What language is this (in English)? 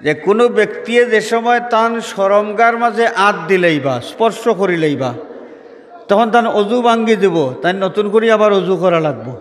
Sylheti